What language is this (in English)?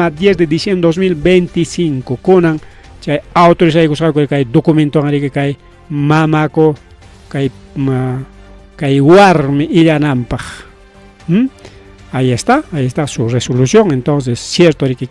Ayacucho Quechua